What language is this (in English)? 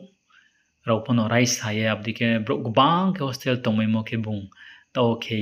Riang (India)